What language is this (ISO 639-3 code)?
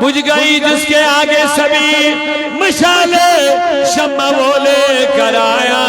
kas